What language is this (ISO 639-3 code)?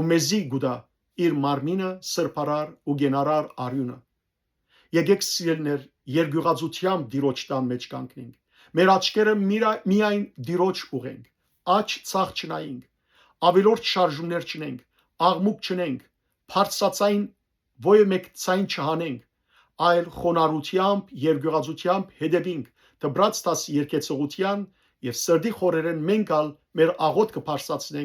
hyw